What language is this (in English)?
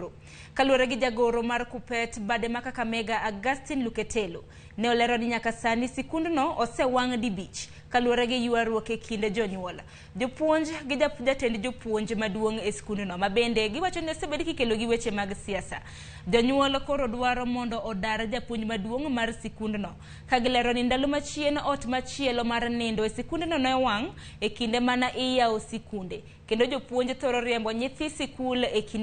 Luo (Kenya and Tanzania)